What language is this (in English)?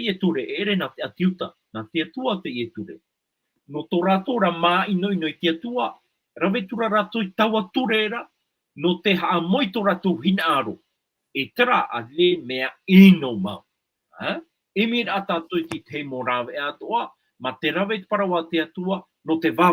Tahitian